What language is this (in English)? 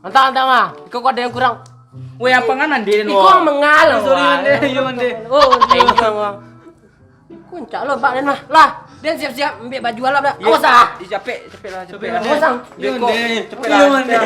Minangkabau